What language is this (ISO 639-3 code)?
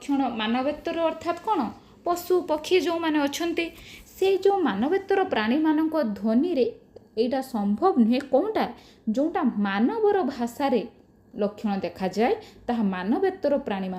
ori